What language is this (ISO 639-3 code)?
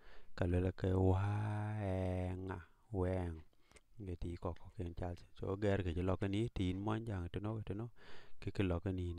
din